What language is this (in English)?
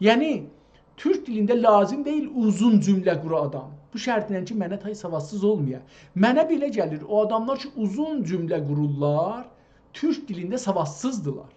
South Azerbaijani